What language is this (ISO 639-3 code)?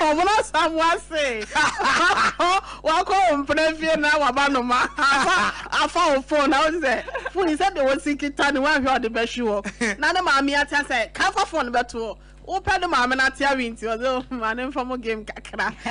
aka